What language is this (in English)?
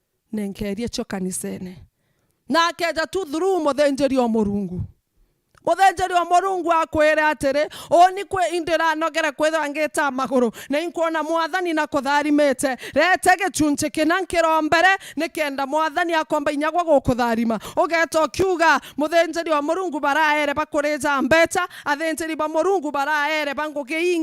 Meru